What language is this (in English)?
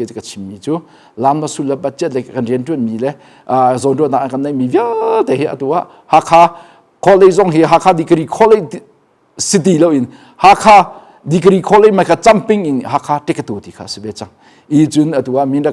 Hakha Chin